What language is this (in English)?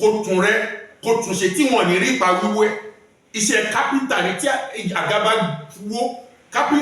Yoruba